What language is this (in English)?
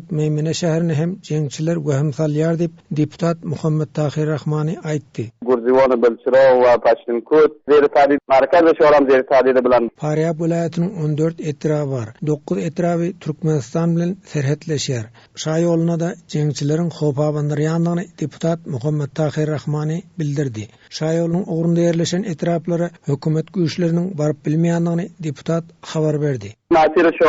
Turkmen